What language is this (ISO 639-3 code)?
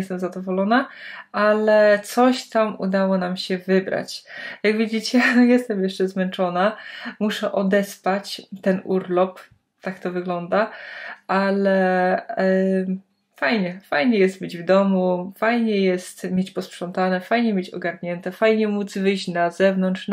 pol